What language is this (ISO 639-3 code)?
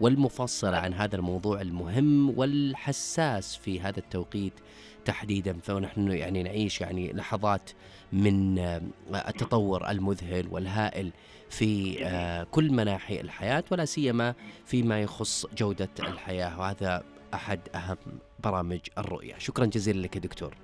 ars